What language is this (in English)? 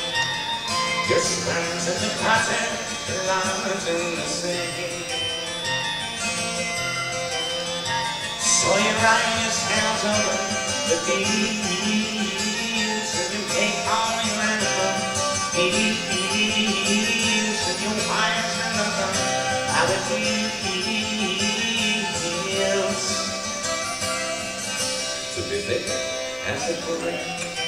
English